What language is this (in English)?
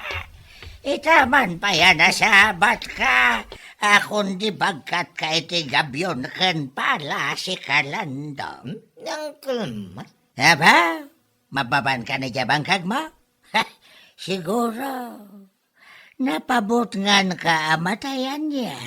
Iloko